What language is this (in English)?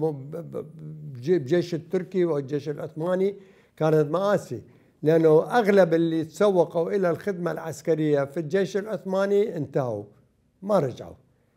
Mesopotamian Arabic